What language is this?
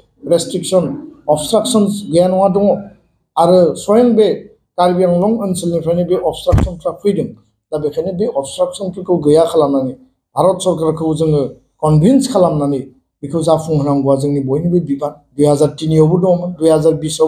Bodo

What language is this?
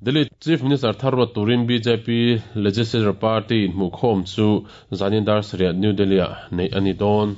Mizo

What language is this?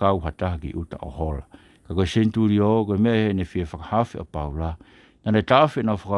Tongan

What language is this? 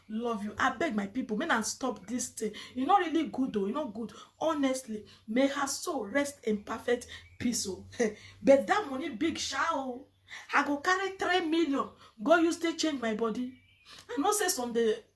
Nigerian Pidgin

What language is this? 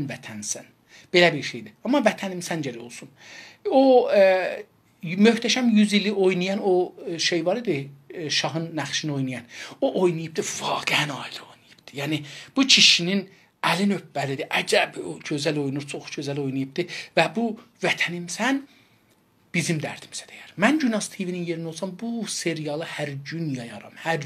South Azerbaijani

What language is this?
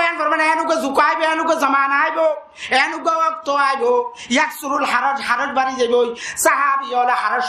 Rohingya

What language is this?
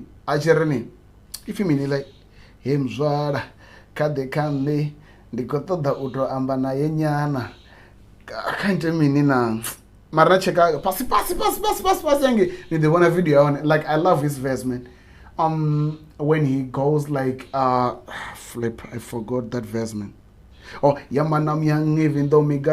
Venda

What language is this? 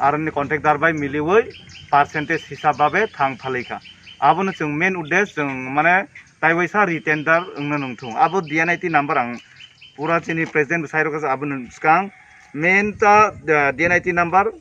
Kok Borok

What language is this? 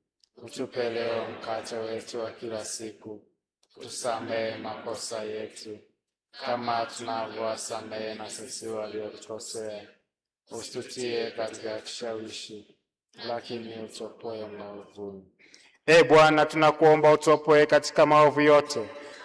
Swahili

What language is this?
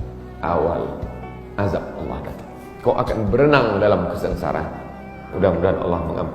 Minangkabau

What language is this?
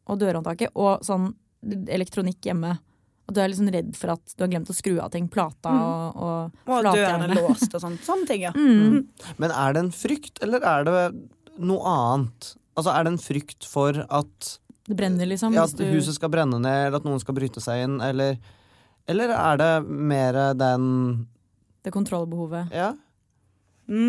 Norwegian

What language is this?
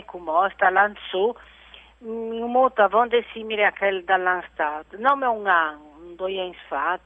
Friulian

